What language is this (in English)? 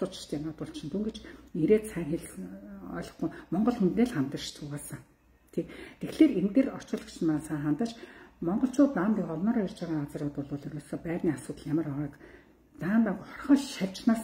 Mongolian